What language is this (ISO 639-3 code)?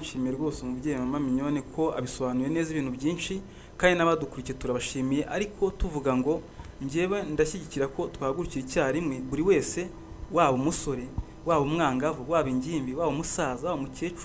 kin